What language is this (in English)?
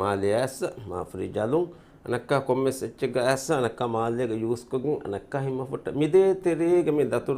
Divehi